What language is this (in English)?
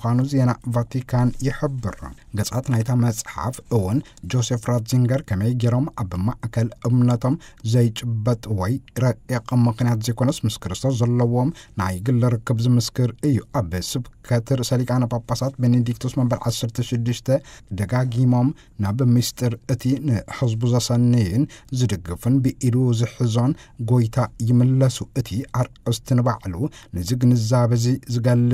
Tigrinya